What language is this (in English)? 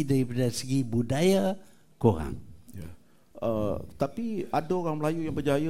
Malay